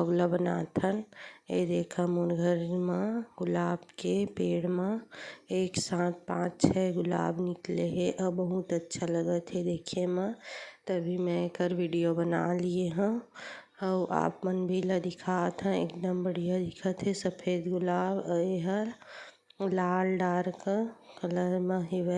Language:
Chhattisgarhi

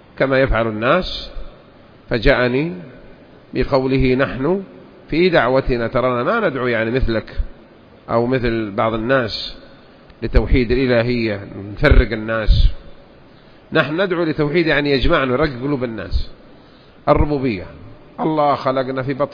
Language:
Arabic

